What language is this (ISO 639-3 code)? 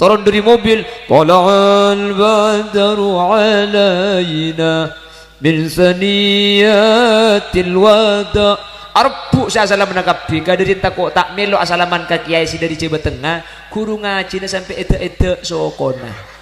mad